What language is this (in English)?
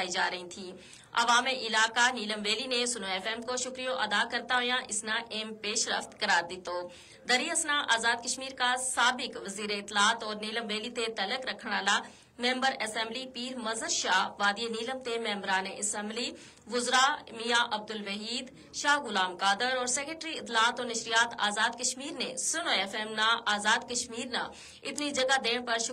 Gujari